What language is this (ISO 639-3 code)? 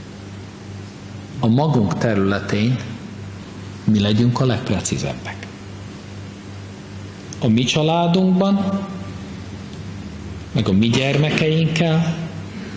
hun